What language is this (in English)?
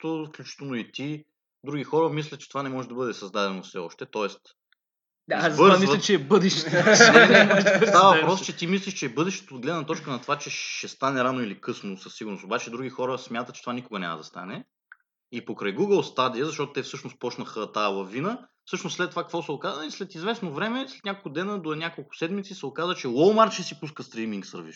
Bulgarian